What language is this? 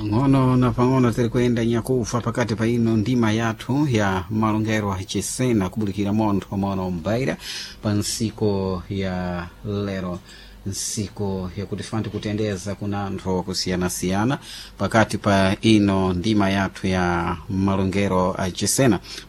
Sena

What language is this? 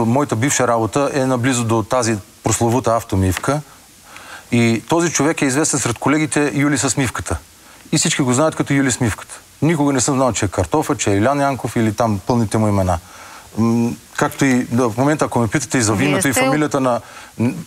Bulgarian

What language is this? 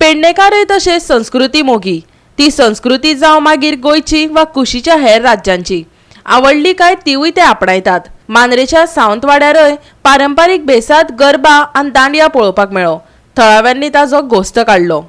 Konkani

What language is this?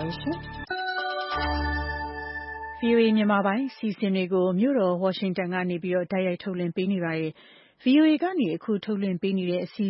Burmese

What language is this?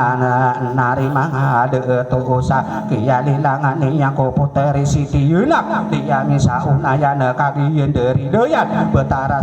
Maranao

